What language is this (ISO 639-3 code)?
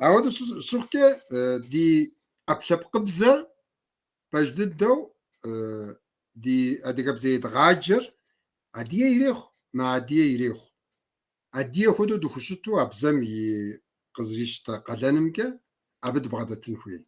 kbd